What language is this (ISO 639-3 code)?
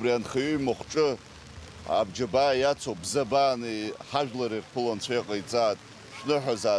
abk